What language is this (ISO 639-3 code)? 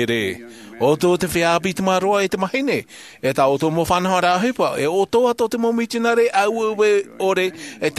tah